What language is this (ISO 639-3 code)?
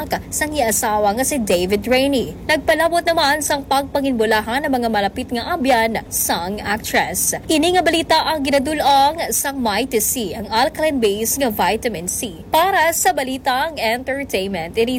hil